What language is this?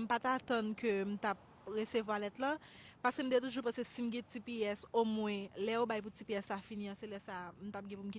Haitian Creole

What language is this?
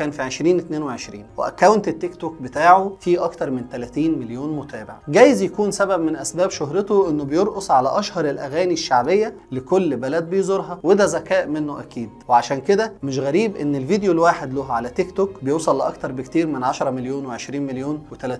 Egyptian Arabic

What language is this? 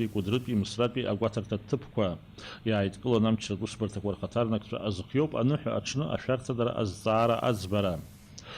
Abkhazian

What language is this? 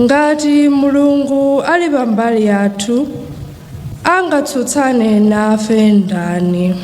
Nyanja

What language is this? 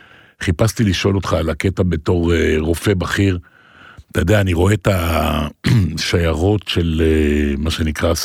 Hebrew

